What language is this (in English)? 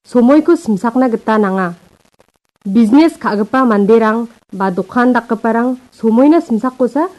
Garo